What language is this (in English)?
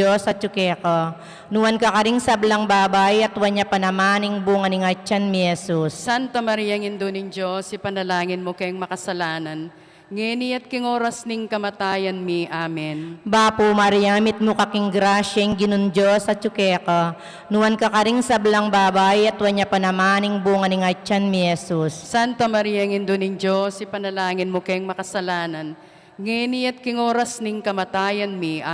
Pampanga